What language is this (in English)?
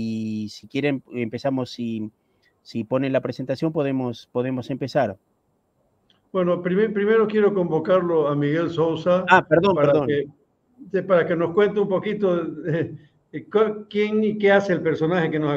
Spanish